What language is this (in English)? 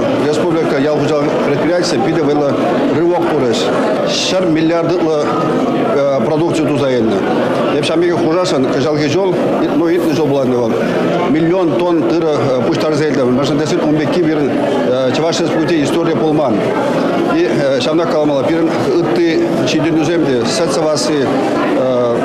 Chuvash